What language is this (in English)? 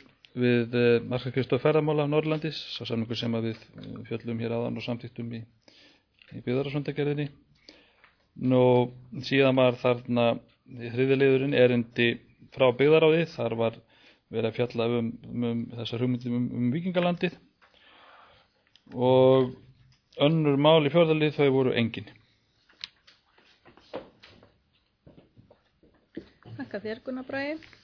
Icelandic